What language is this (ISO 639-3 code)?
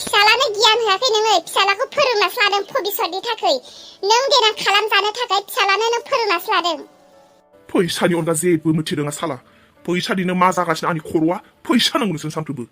brx